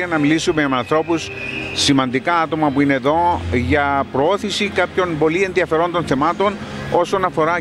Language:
Greek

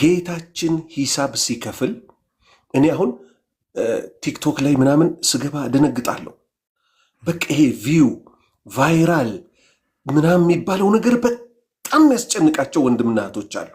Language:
Amharic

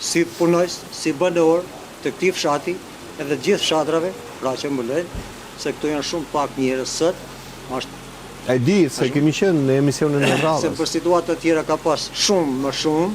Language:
Albanian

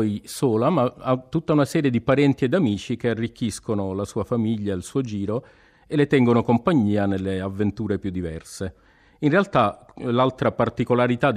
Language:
Italian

